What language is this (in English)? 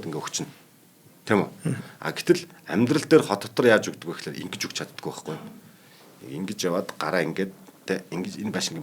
Mongolian